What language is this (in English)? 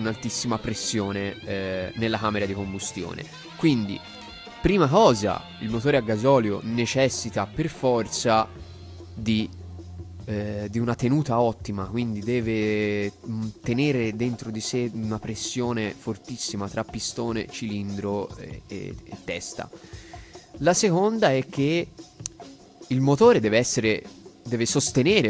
Italian